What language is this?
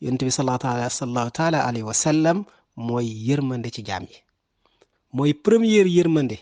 Wolof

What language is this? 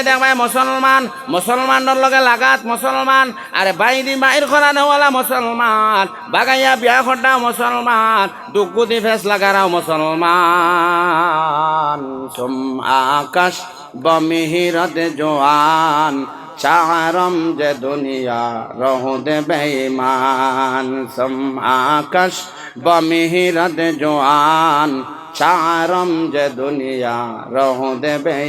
Sylheti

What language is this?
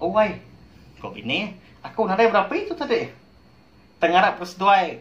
Iban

